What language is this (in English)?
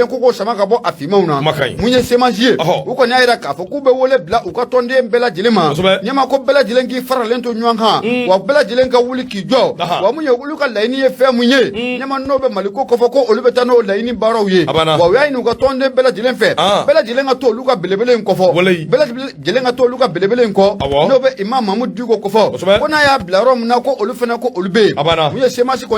Bambara